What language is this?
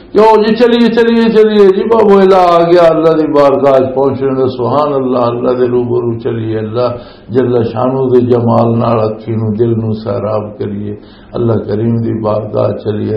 Western Panjabi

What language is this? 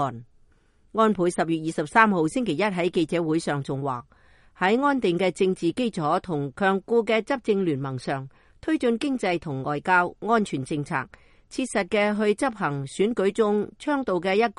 Cantonese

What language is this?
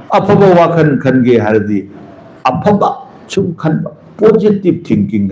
Manipuri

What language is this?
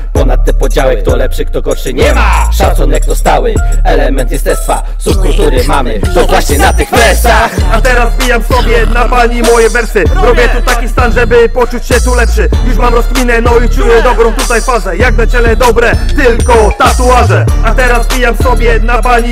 Polish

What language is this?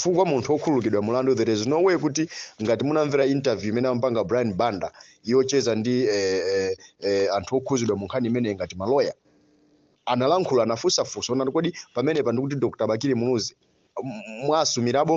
Nyanja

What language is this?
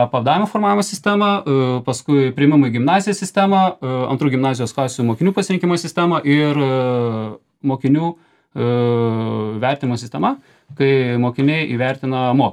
Lithuanian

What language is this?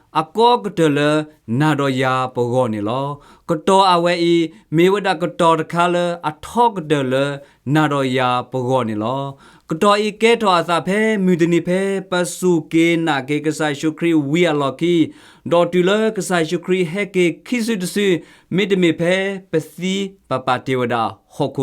S'gaw Karen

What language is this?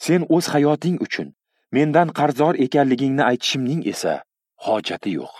Uzbek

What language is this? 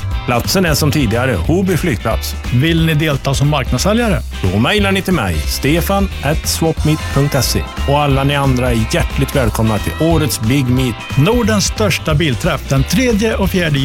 Swedish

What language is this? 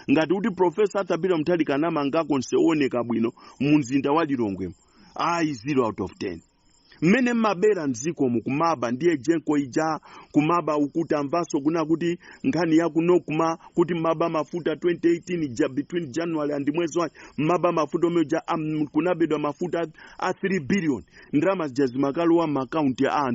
Nyanja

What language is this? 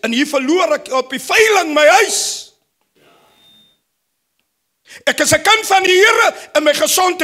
Afrikaans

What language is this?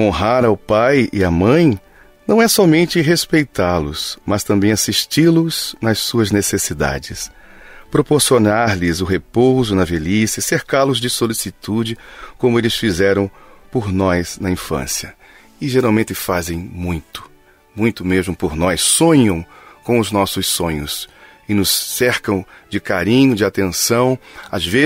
Portuguese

